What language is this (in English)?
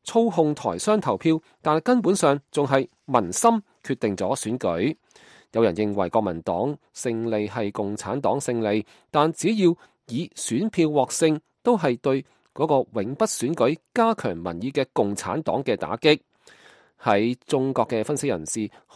Cantonese